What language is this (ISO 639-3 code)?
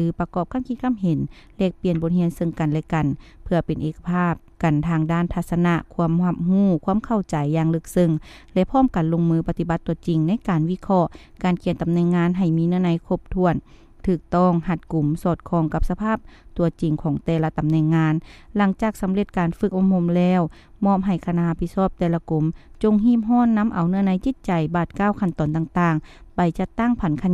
lao